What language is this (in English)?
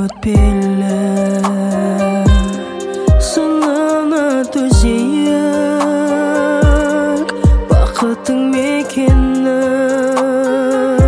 Kazakh